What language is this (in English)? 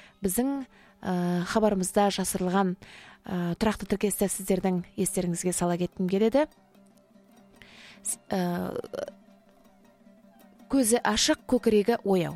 Kazakh